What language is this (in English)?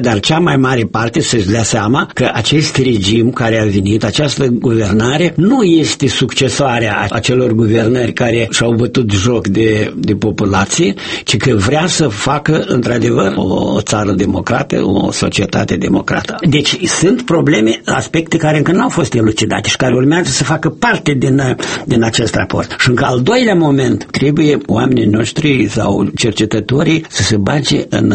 Romanian